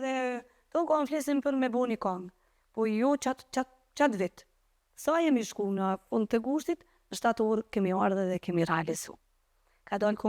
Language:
Albanian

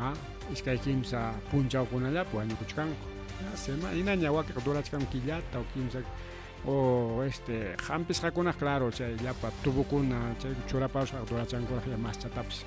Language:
Ayacucho Quechua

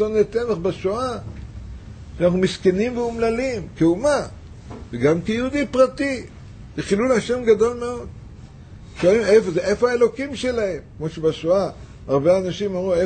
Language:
Hebrew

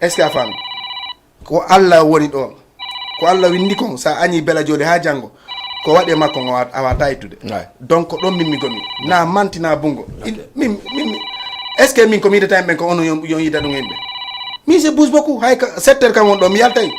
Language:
Fula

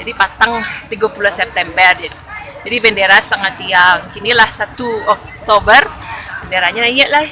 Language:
Minangkabau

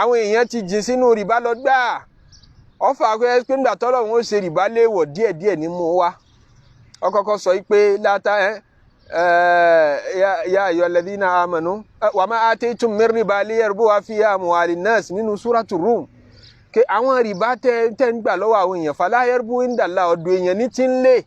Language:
Yoruba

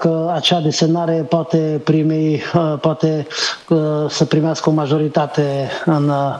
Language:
Romanian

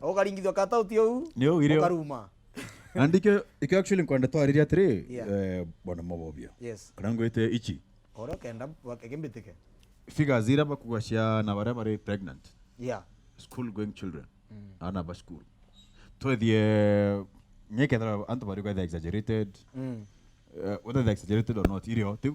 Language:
Meru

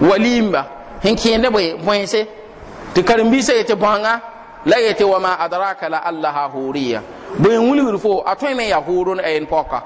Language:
Mossi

